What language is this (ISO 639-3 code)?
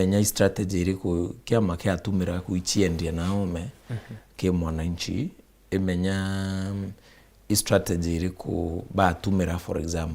mer